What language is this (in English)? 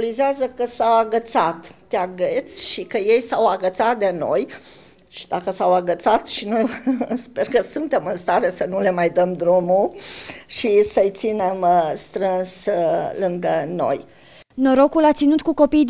Romanian